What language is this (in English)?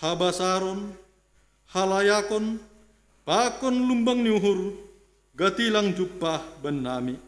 Batak Simalungun